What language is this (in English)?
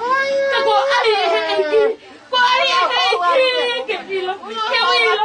Tongan